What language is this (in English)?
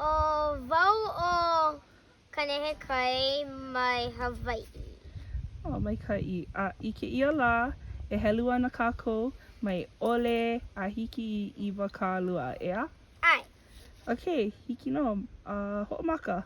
Hawaiian